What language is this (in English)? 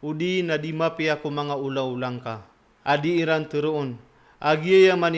Maranao